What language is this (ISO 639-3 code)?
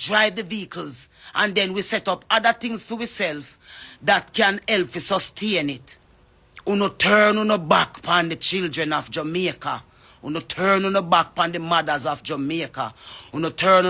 jam